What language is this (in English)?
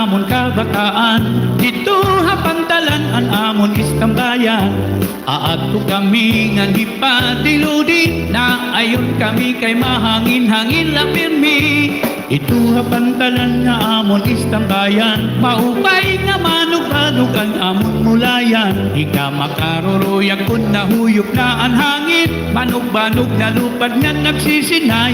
Waray